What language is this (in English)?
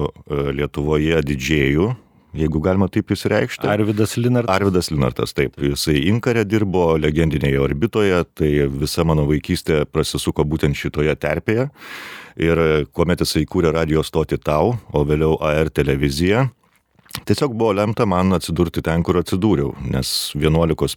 Lithuanian